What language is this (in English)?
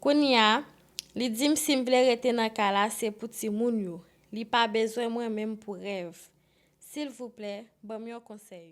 Haitian Creole